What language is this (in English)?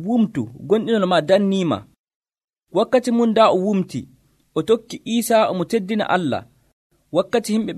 Nigerian Fulfulde